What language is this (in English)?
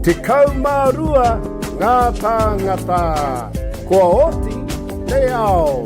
Māori